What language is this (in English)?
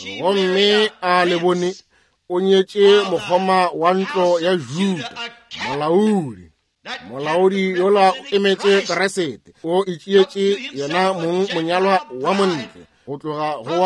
Northern Sotho